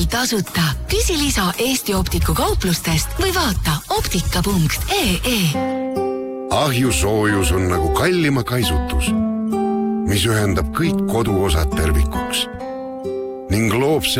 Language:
Estonian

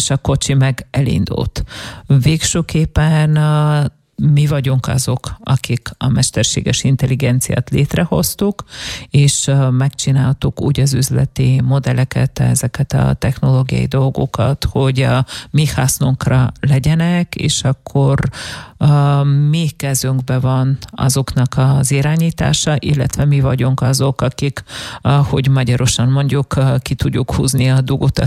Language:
Hungarian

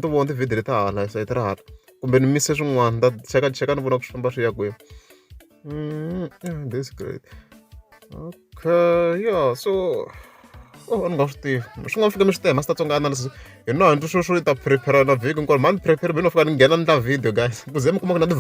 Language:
Tsonga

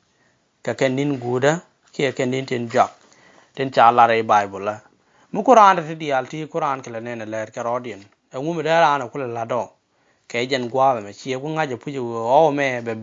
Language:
Nuer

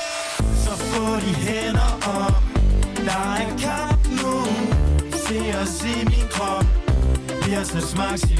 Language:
Danish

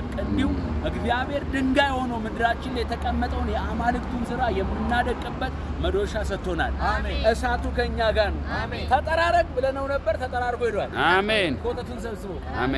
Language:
Amharic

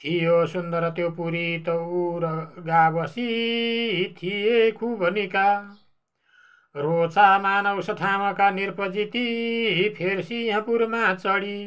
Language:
Nepali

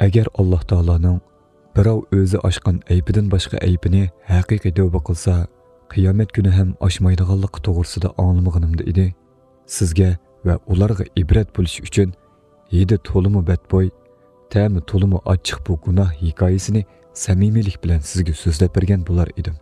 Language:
Uyghur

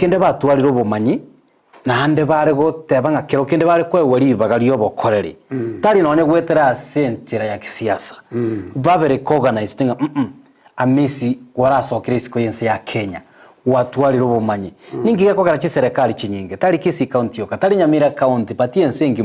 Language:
Gusii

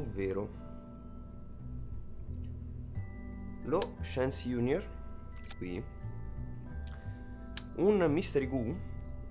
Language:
Italian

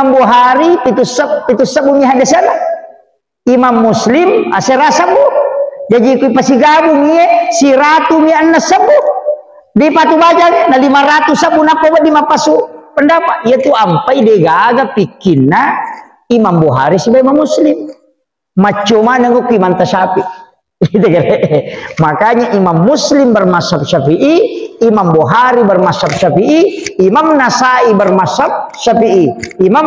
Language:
Buginese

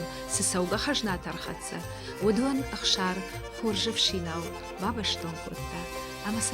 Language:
Ossetic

